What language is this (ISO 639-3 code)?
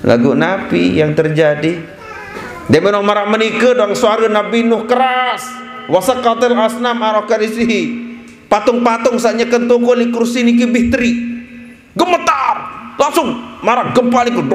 sas